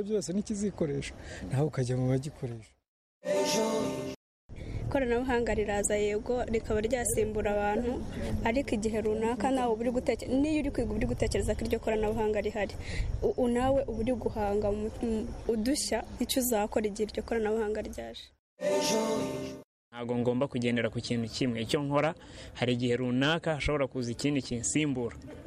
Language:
Kinyarwanda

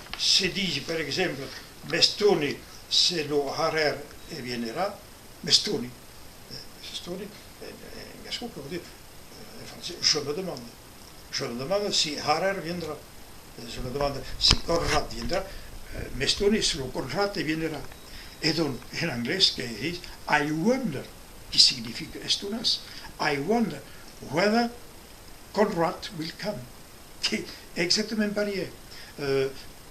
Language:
Occitan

